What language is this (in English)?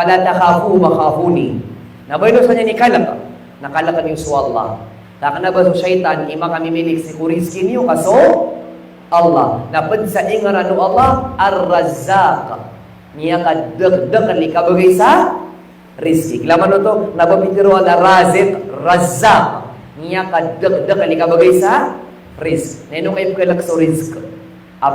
Maranao